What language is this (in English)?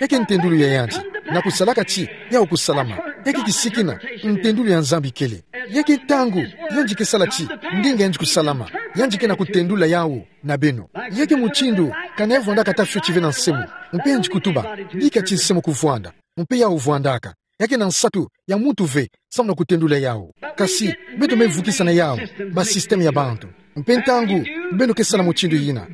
Kituba (Democratic Republic of Congo)